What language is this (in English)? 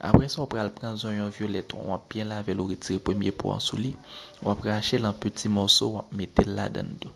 Haitian Creole